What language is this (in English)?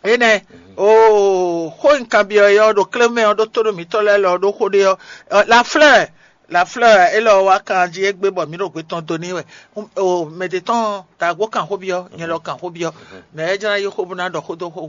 Fon